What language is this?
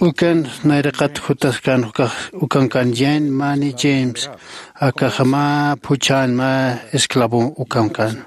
Aymara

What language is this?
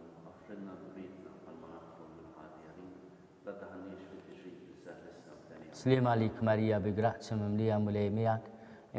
Maltese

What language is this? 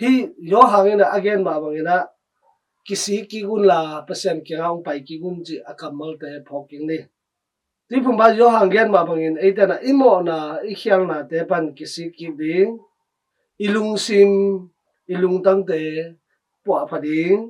Tedim Chin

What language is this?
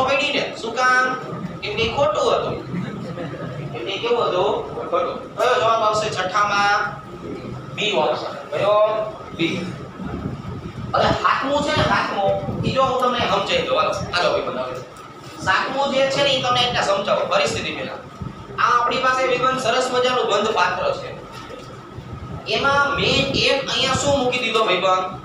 Gujarati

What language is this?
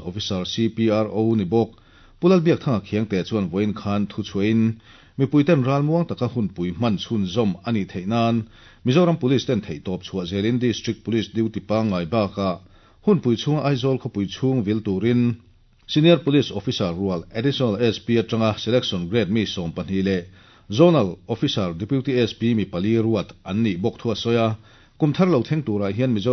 Mizo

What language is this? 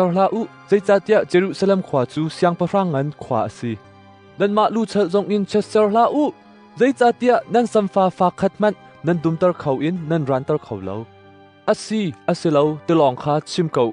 Hakha Chin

